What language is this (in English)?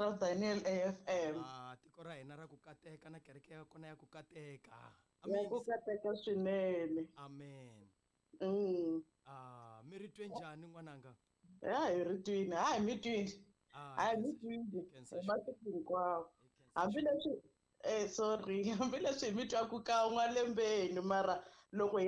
Tsonga